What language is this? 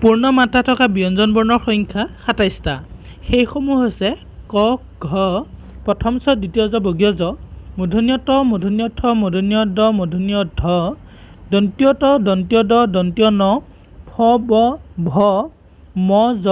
Assamese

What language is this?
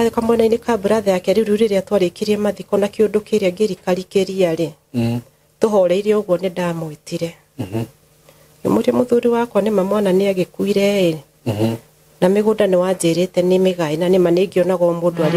Kikuyu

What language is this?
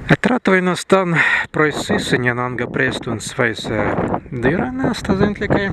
Prussian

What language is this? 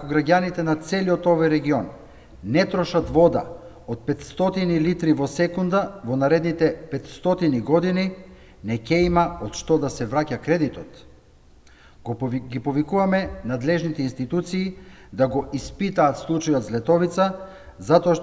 Macedonian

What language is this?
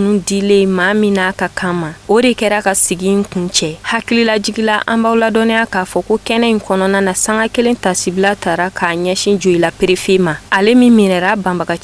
Bambara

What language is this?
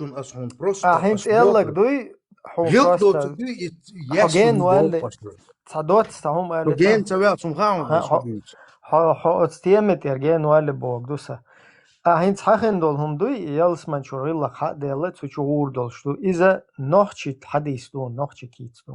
Chechen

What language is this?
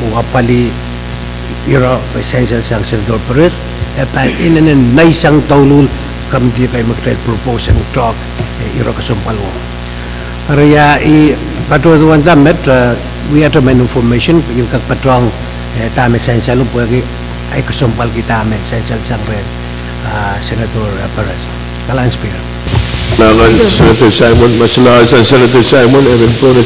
Pohnpeian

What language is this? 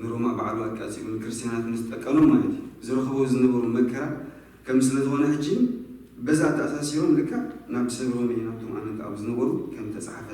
Tigrinya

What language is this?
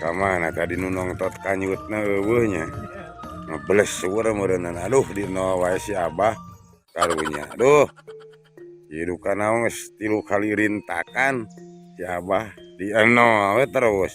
Sundanese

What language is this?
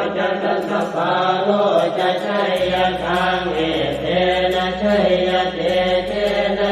Pali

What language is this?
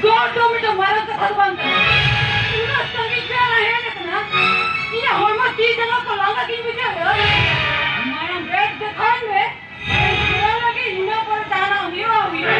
Santali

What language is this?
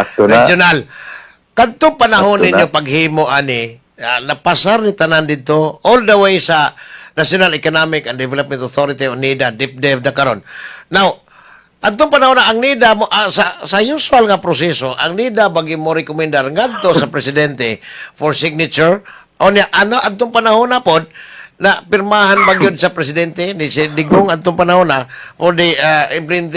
Cebuano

